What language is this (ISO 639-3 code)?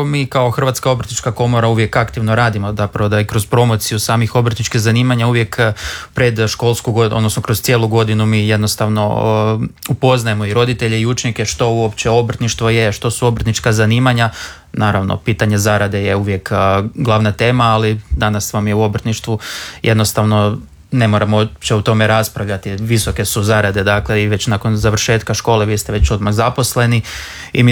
hrv